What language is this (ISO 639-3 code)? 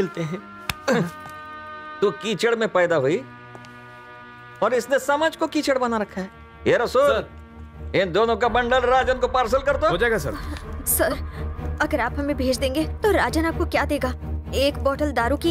hin